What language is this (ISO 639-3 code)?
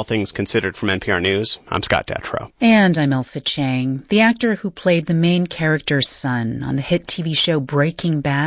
eng